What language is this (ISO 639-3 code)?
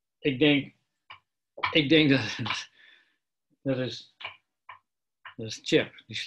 nld